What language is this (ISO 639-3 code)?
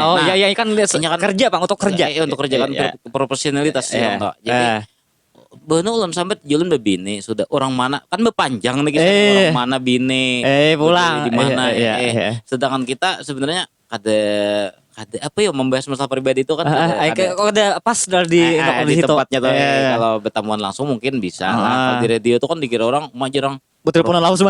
bjn